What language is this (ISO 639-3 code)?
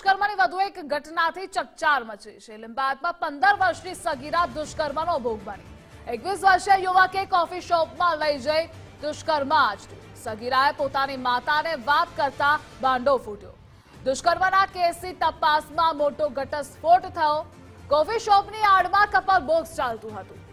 guj